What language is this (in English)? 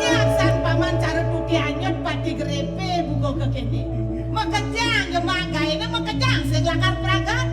Balinese